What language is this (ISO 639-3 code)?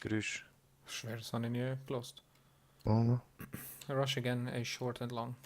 gsw